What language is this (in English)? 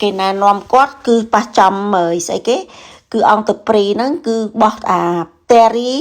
Khmer